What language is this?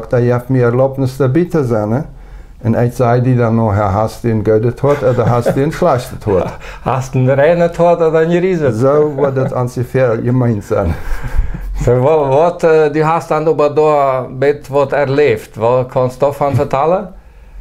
Plautdietsch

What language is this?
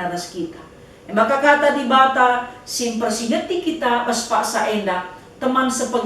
Batak Karo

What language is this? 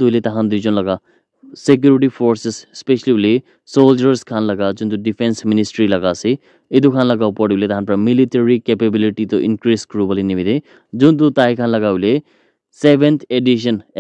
Naga Pidgin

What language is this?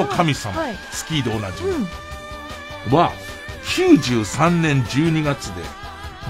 Japanese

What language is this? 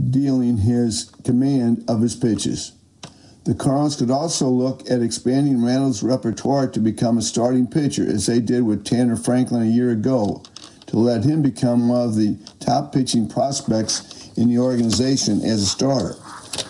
English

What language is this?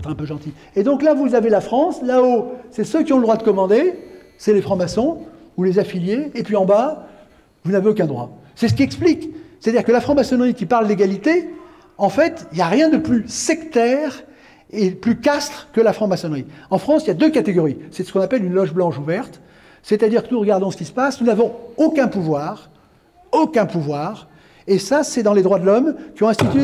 French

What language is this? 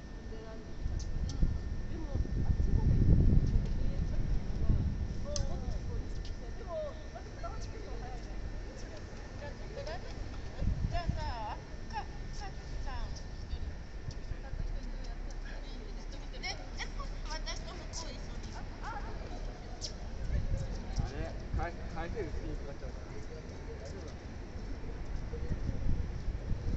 Japanese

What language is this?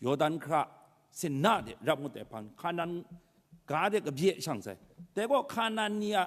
Kachin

